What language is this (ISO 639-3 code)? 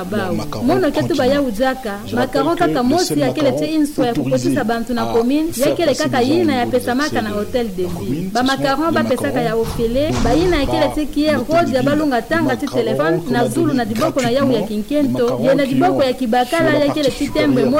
ktu